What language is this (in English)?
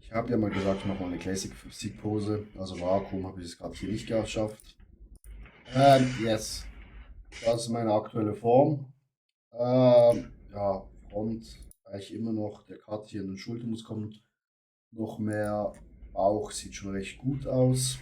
Swiss German